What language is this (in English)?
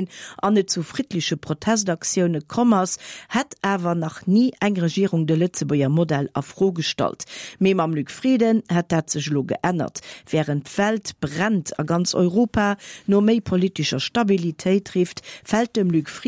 Luxembourgish